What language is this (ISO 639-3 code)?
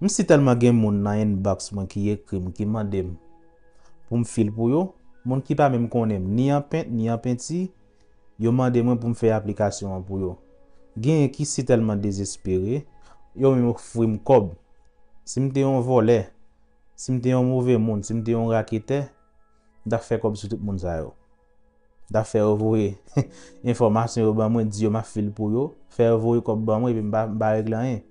hat